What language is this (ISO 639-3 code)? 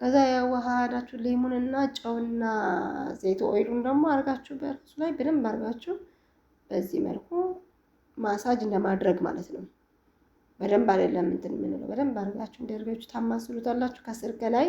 amh